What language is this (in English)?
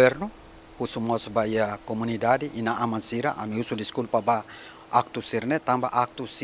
Tetum